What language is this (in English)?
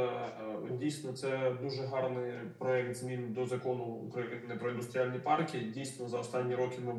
Ukrainian